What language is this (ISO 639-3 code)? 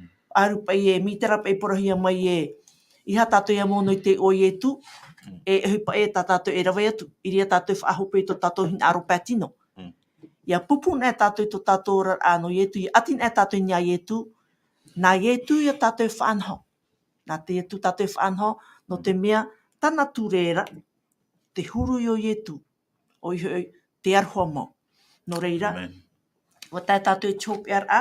tah